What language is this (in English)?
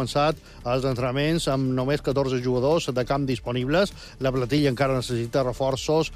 Catalan